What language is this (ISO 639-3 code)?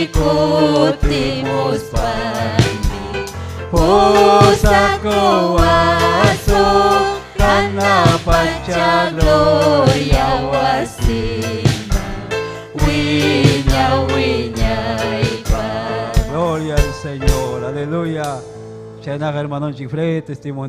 quy